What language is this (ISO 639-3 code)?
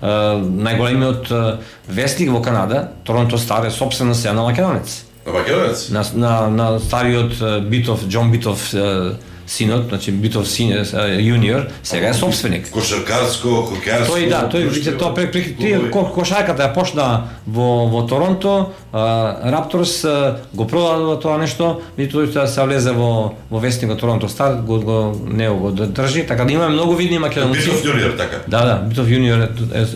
mkd